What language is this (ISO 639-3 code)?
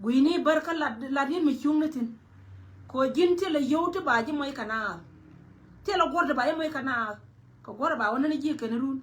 nus